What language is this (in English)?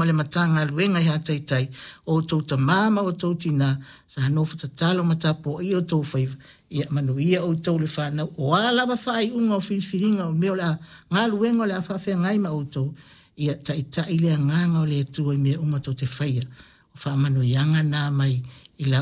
Samoan